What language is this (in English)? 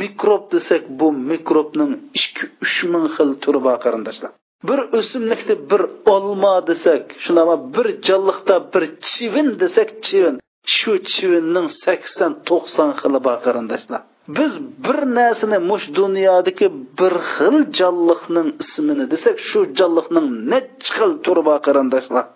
Uyghur